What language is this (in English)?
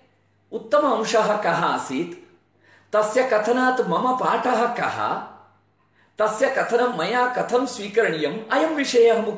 Sanskrit